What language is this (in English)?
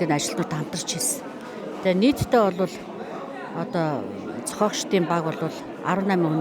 Mongolian